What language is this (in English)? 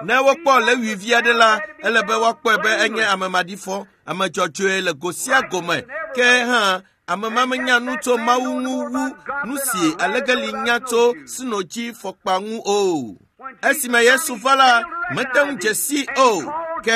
Ewe